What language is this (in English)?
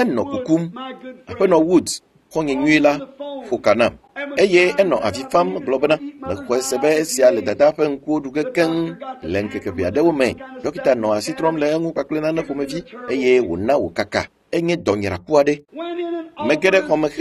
Ewe